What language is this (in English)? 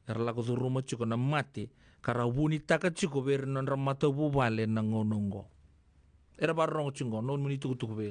Fijian